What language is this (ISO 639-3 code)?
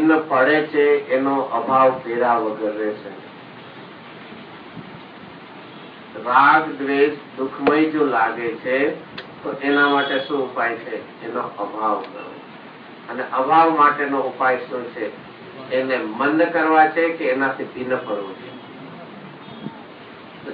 guj